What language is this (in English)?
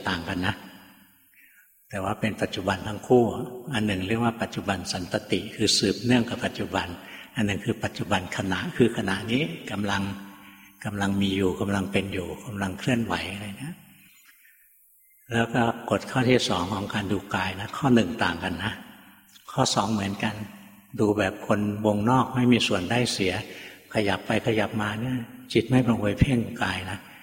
Thai